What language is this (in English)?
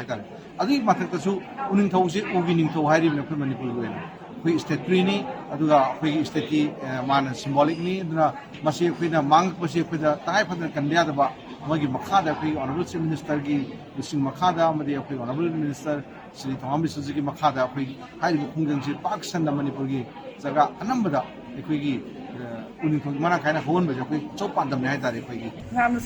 Manipuri